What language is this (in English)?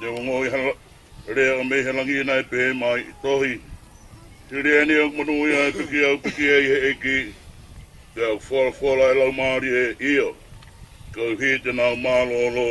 Tongan